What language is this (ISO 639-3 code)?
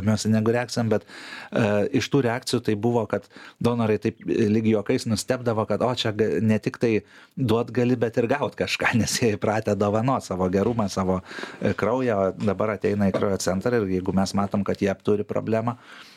lit